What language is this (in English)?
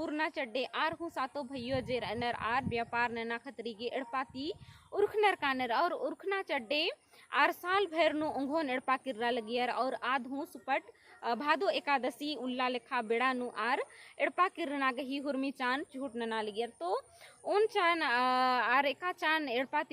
Kurukh